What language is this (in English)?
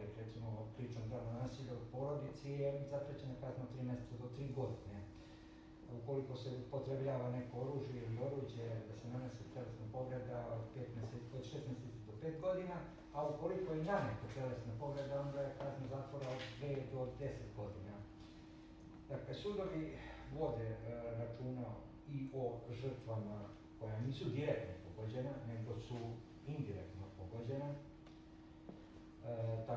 Serbian